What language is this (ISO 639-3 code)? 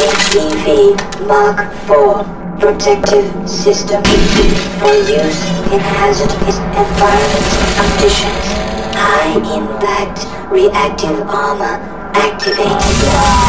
eng